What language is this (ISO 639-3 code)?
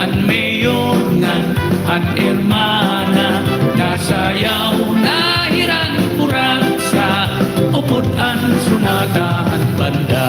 war